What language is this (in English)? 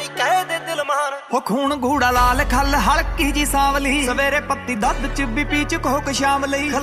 Punjabi